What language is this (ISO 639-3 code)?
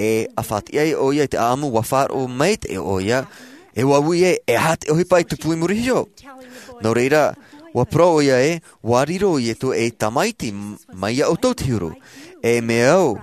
tah